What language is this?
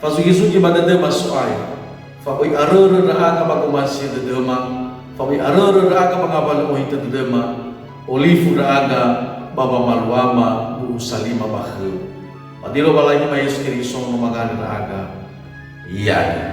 Nias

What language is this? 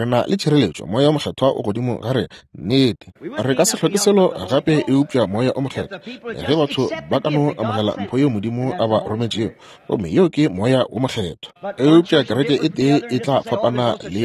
Northern Sotho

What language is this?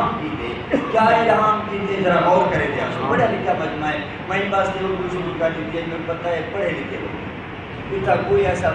Saraiki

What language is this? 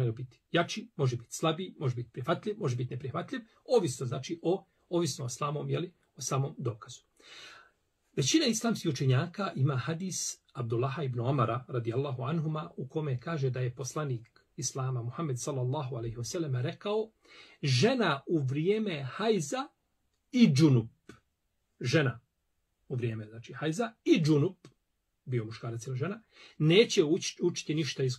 Bosnian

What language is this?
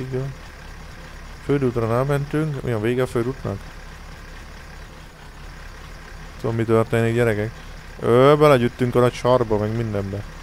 Hungarian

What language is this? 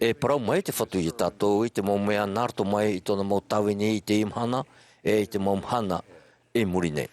Tahitian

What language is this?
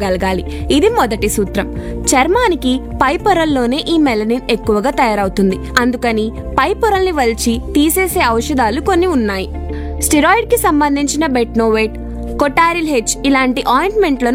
Telugu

